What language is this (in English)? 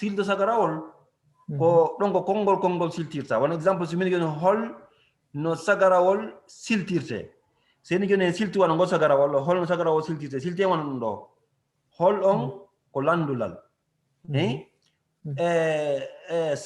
Fula